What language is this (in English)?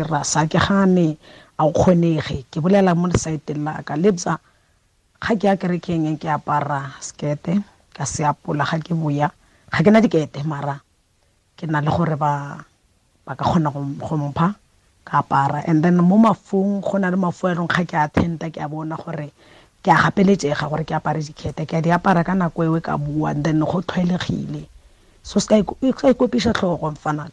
Tswana